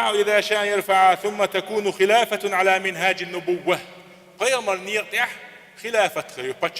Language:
Chechen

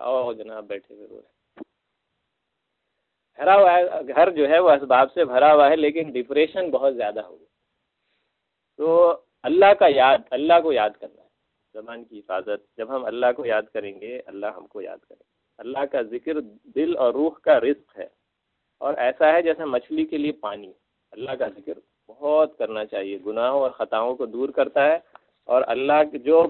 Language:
Urdu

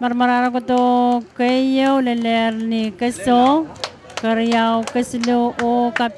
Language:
Pohnpeian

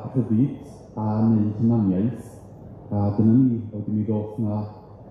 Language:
Welsh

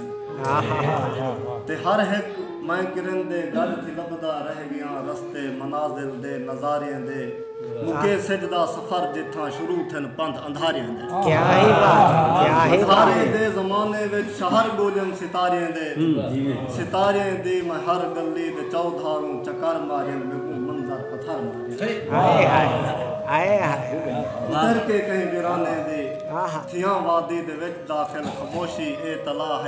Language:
Saraiki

